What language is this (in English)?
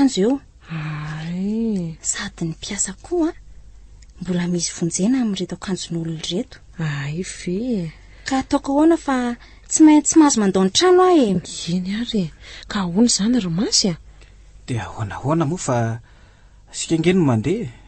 Malagasy